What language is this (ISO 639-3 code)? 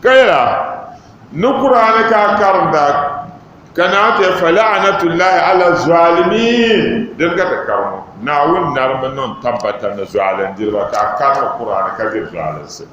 dag